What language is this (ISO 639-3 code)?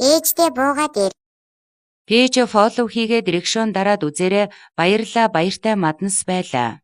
mon